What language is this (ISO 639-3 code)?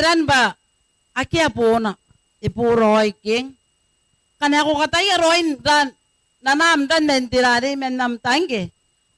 gil